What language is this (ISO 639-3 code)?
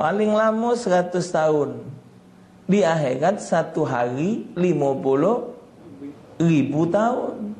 mui